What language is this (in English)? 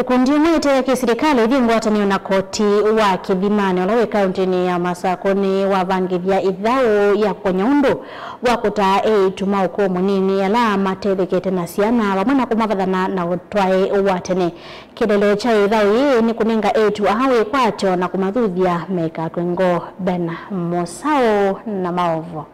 Kamba